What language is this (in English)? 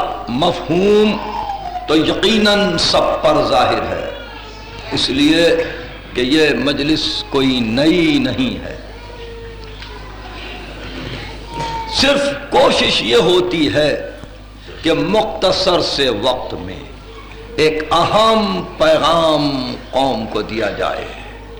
Urdu